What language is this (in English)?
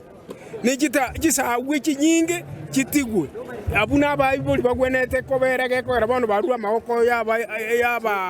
Gusii